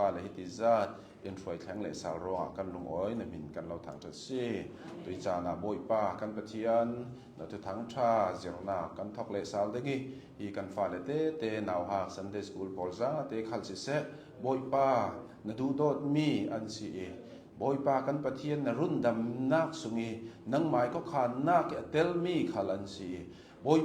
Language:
Hakha Chin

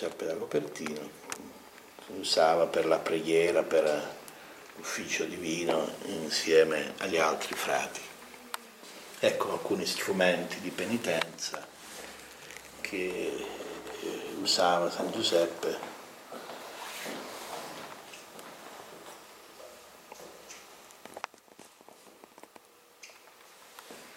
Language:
Italian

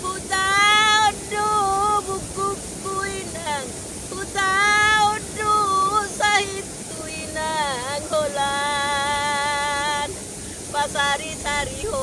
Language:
Batak Toba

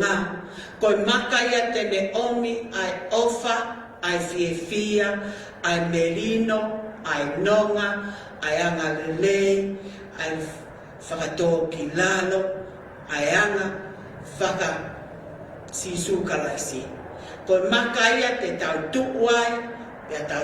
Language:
Tongan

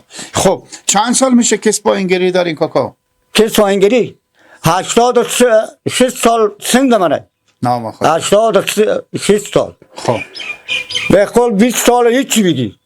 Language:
Persian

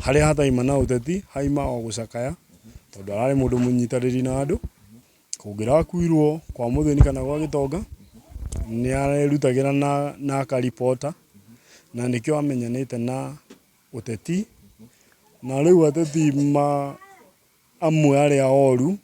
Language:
Kikuyu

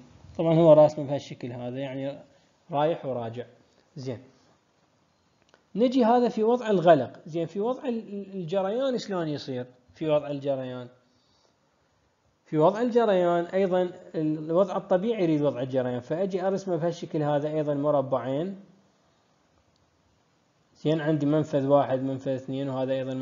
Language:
Mesopotamian Arabic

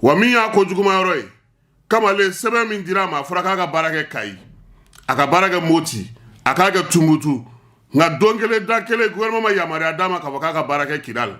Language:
Bambara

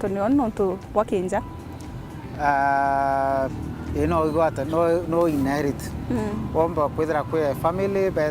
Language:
Meru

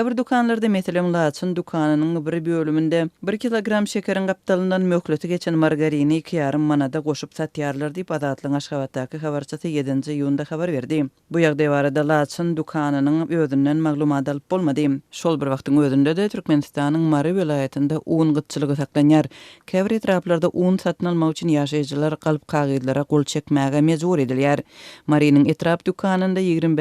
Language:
Turkmen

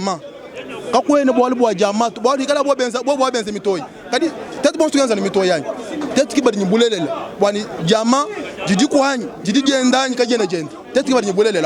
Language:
Luba-Lulua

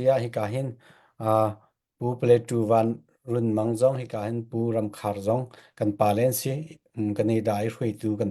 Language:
Falam Chin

